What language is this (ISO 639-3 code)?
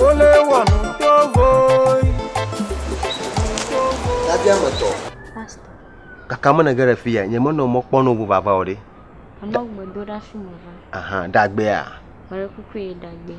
ewe